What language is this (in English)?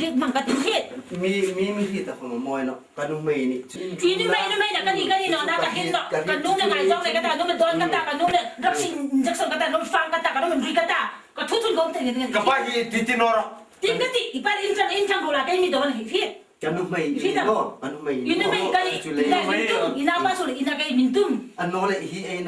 Hmar